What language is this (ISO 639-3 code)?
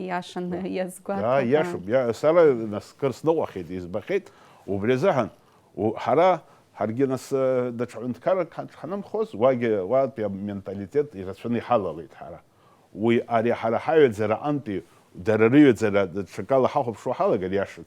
abk